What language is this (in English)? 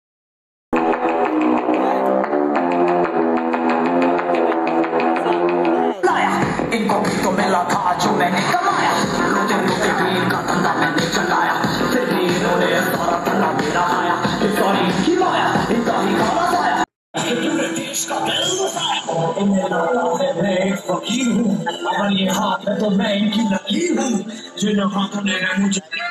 Hindi